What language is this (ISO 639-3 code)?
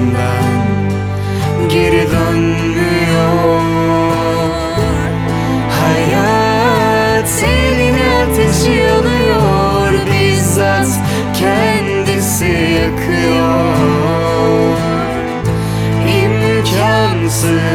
tur